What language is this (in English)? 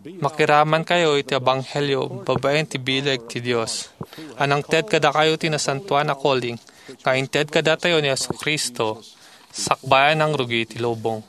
Iloko